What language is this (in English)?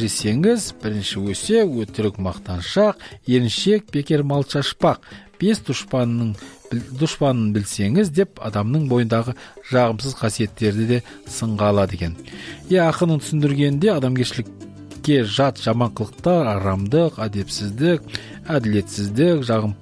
Kazakh